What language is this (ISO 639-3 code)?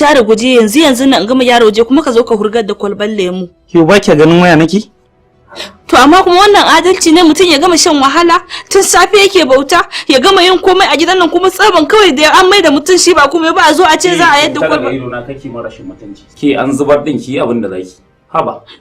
hau